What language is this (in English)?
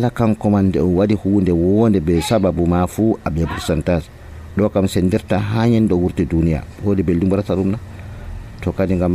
Nigerian Fulfulde